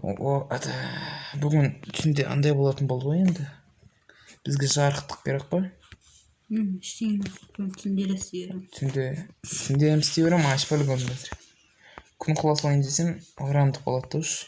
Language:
Kazakh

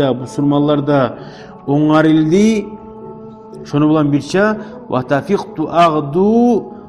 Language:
Kumyk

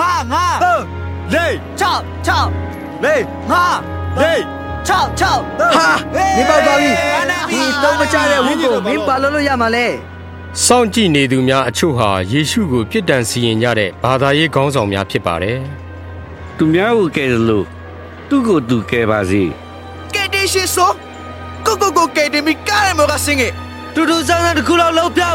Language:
Burmese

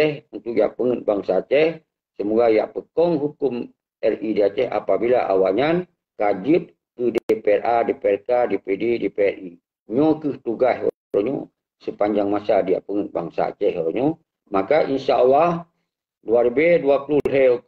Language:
Achinese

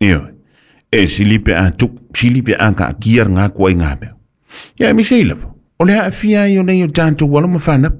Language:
Samoan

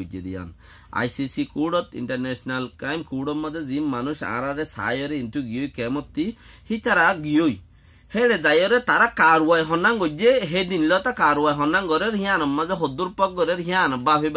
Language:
Rohingya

